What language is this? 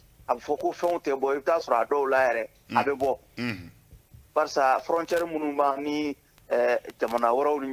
Bambara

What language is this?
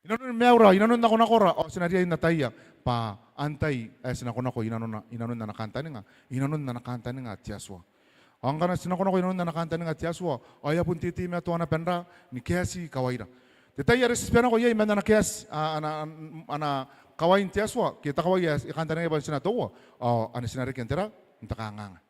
Gilbertese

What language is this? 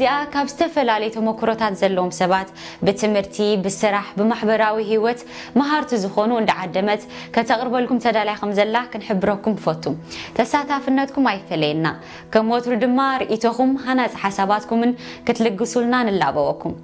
Tigrinya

